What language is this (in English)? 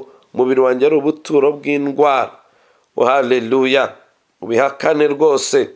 Kinyarwanda